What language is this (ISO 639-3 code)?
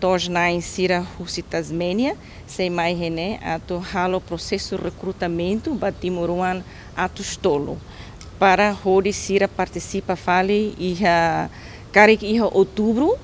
tet